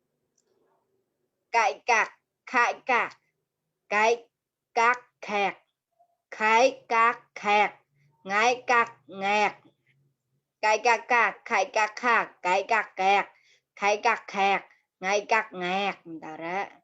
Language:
Mon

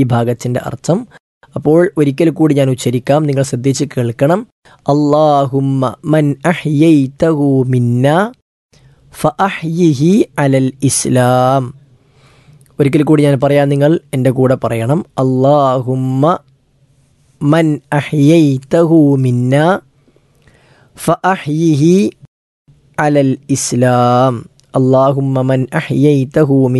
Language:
Malayalam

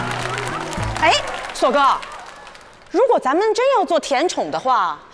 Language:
Chinese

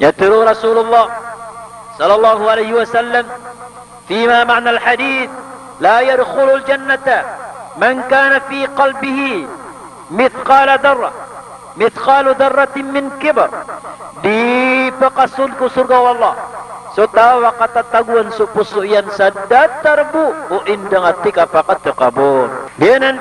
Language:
Maranao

